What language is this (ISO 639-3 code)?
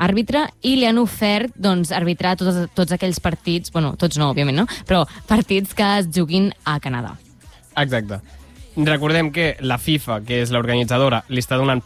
cat